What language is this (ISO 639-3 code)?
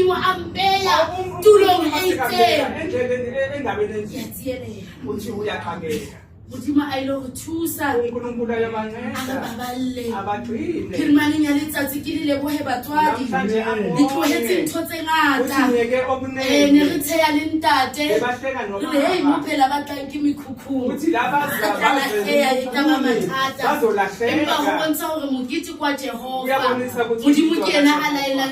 sot